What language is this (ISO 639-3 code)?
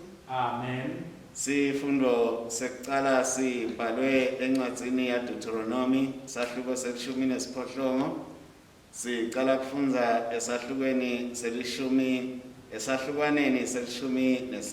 ssw